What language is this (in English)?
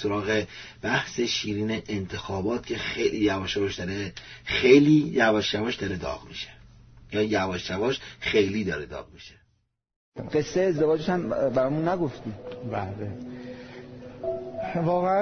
Persian